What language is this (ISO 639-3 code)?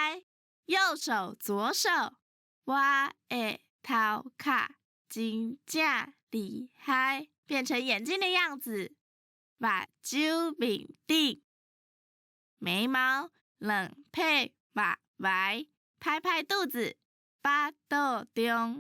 nan